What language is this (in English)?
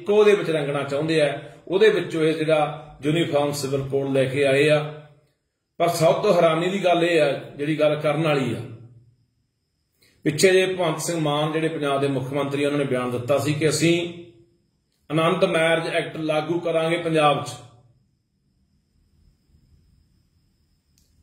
Punjabi